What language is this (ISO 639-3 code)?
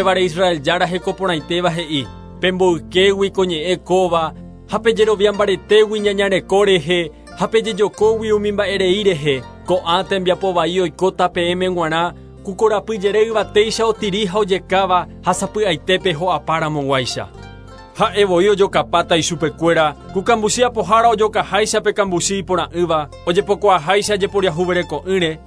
grn